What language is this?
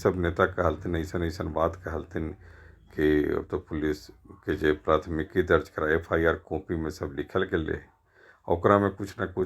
Magahi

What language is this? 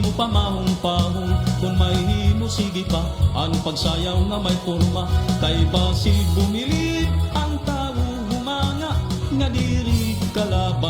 Waray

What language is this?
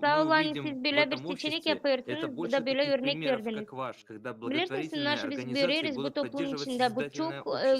Gagauz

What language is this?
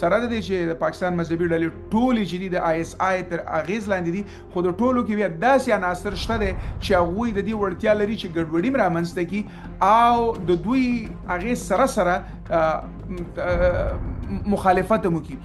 Pashto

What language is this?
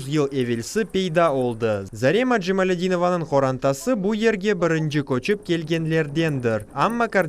Crimean Tatar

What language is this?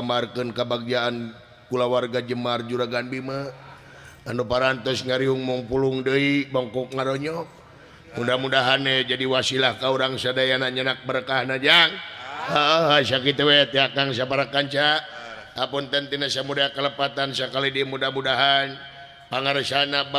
Sundanese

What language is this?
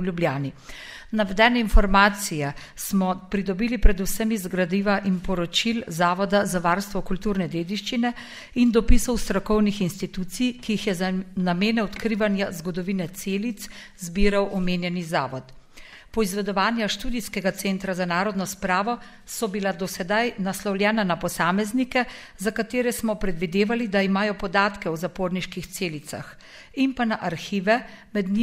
Slovenian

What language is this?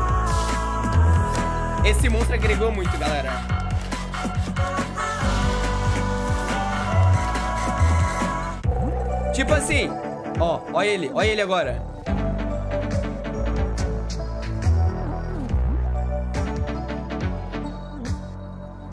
Portuguese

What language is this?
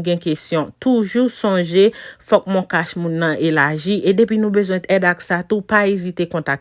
Haitian Creole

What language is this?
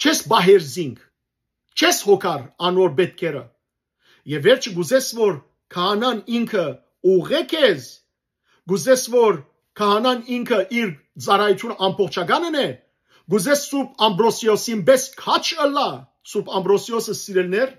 Western Armenian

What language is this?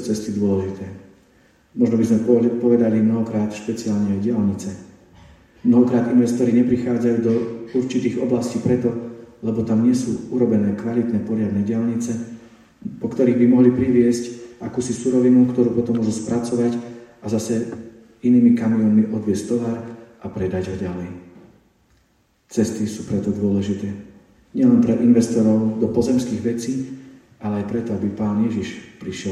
Slovak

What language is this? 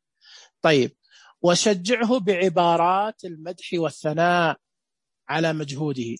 Najdi Arabic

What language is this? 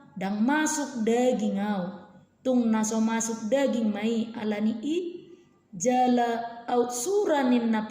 Batak Toba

